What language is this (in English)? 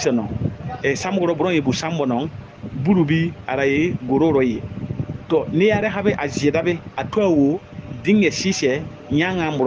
Bissa